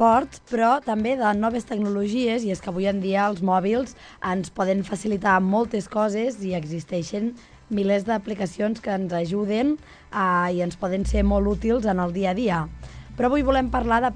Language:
Catalan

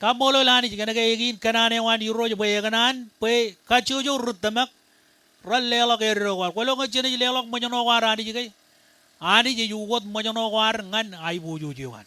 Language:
Marshallese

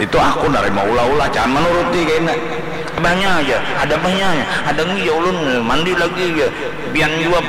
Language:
Banjar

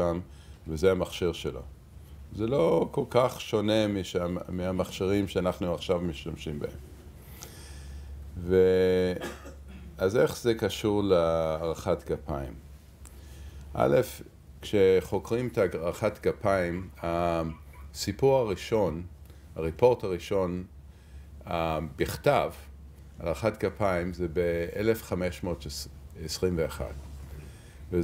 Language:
Hebrew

